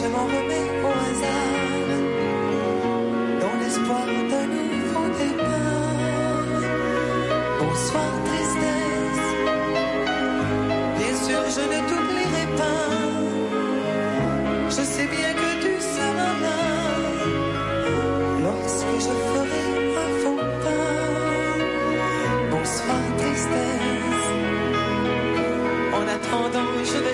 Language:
French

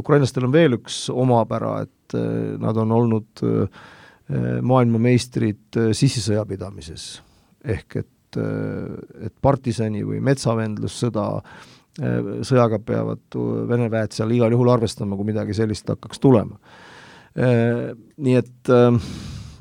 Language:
Estonian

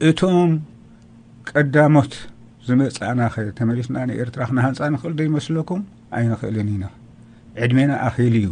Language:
Tigrinya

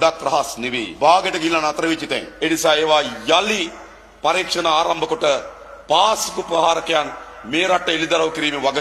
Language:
Sinhala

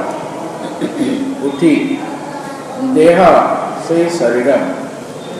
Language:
Odia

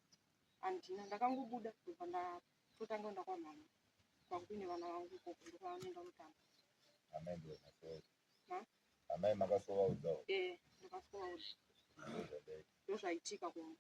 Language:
Shona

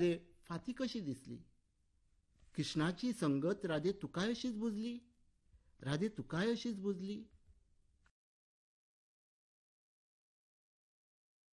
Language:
Marathi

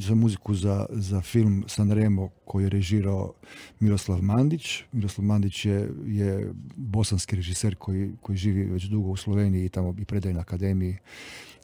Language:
Serbian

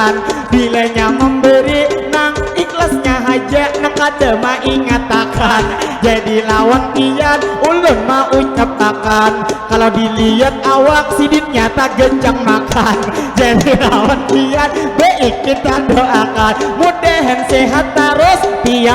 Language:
Banjar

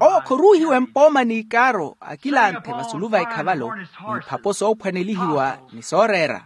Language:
Makhuwa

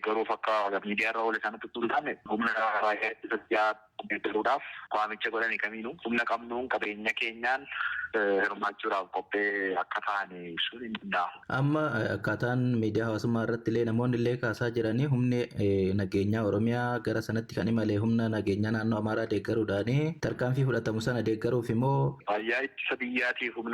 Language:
Oromo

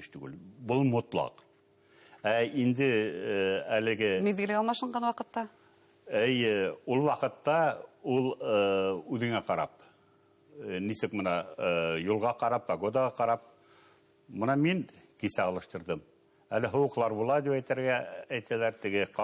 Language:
Bashkir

